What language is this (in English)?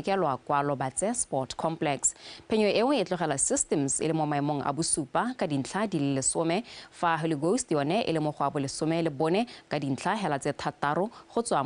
Tswana